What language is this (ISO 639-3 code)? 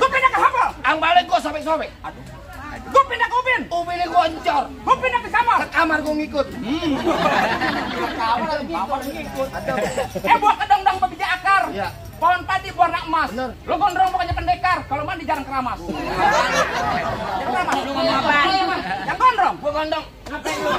bew